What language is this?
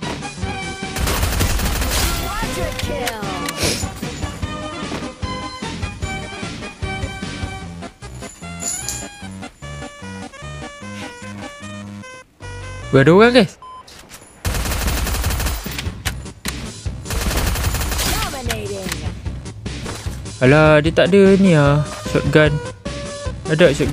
Malay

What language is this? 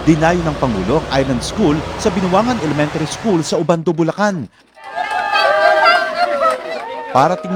Filipino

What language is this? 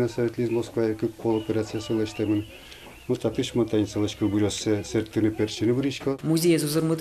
Udmurt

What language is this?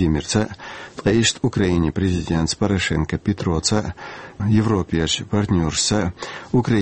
Chechen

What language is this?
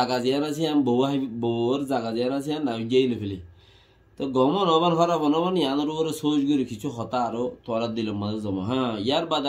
Rohingya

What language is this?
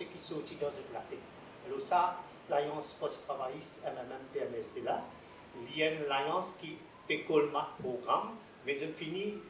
Morisyen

